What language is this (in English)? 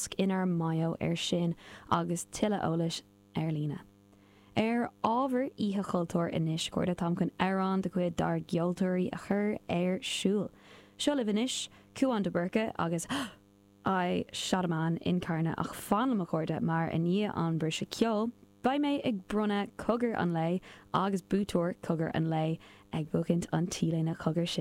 Irish